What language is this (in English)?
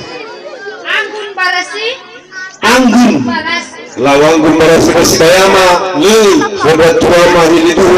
Nias